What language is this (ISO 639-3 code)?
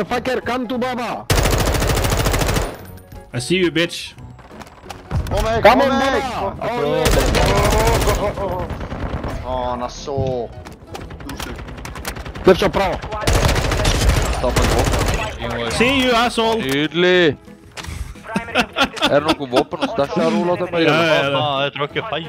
nor